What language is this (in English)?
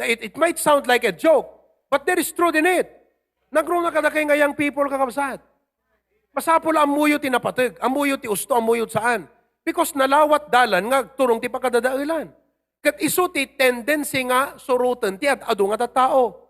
Iloko